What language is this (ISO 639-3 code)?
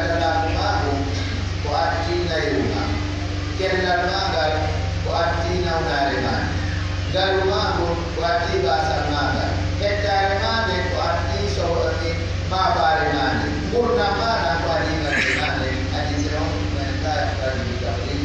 fuf